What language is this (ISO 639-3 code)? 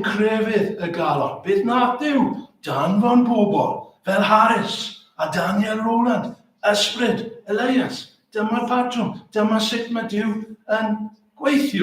cym